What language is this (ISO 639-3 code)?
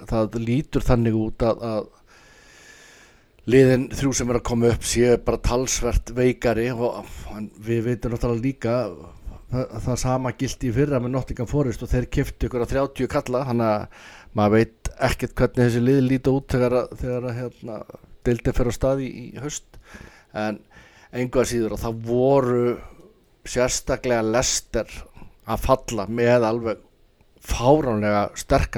isl